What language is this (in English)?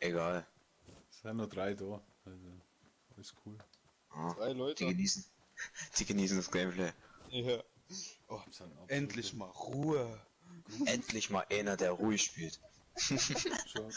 Bavarian